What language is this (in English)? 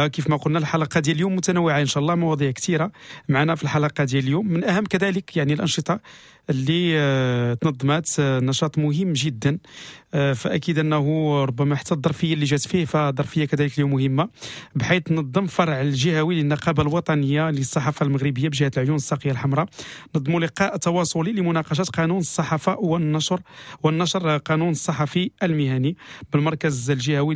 Moroccan Arabic